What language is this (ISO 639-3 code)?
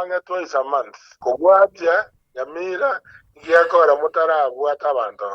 guz